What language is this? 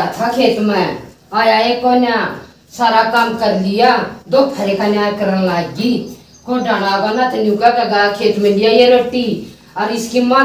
Haryanvi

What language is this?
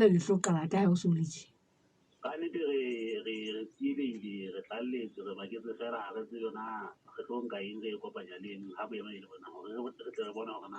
Southern Sotho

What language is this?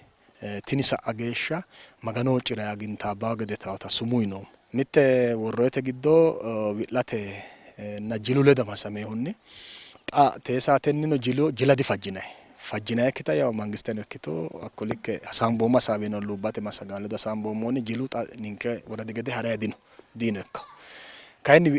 Sidamo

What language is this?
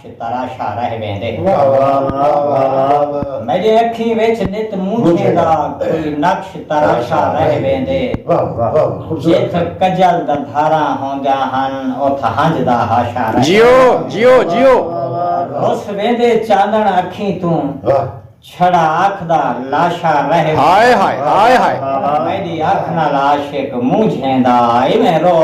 Saraiki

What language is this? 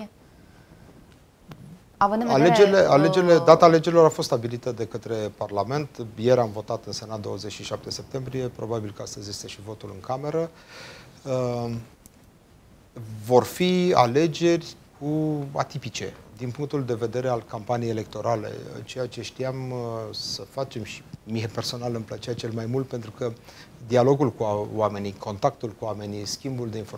Romanian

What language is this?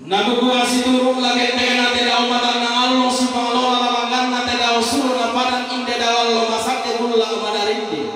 Toraja-Sa'dan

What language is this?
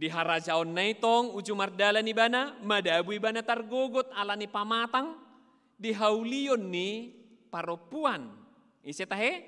Batak Toba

